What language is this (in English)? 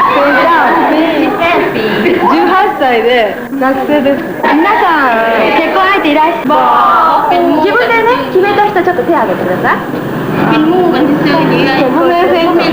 Lao